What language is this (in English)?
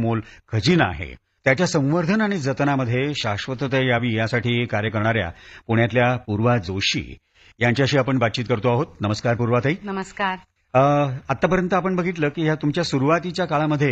Marathi